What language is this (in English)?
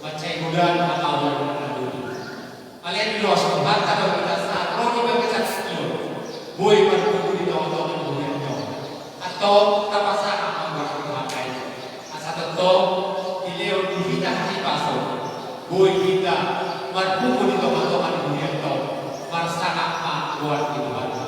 Batak Toba